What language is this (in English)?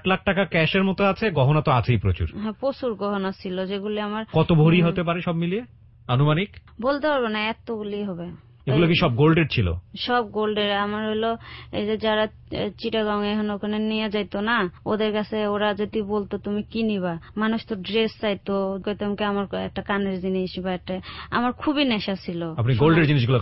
Bangla